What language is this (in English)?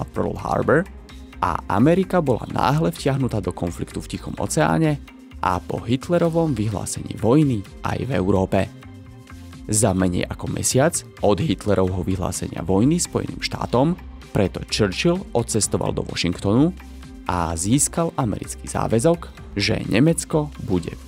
Slovak